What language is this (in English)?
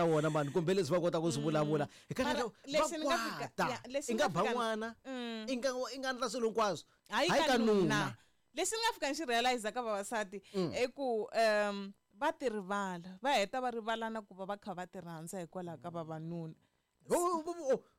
Tsonga